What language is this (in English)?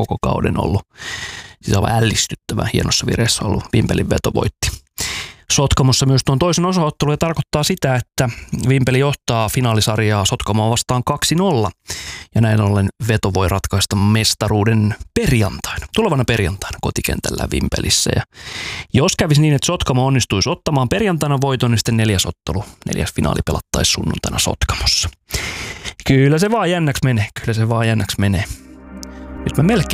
Finnish